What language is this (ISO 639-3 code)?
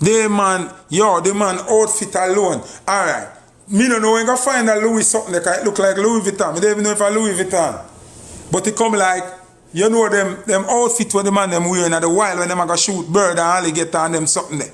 jam